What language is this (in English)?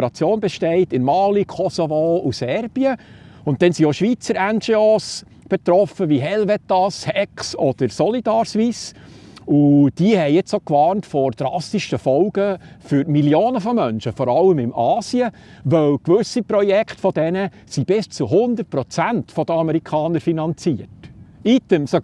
Swiss German